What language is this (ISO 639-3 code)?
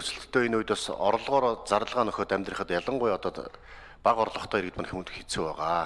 mon